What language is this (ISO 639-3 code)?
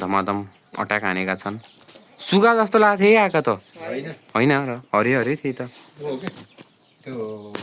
nep